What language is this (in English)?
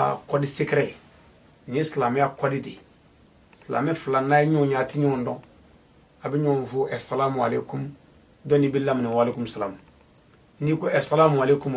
Bambara